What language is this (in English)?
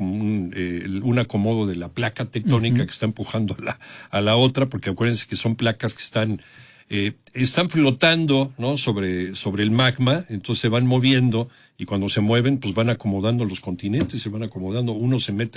Spanish